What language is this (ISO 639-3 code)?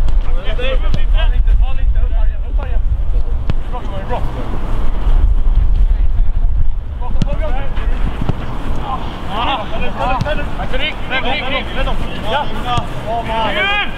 swe